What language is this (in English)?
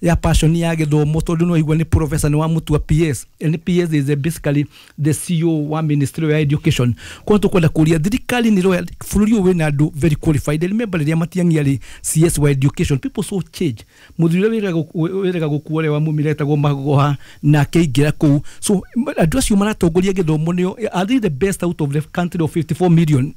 Kikuyu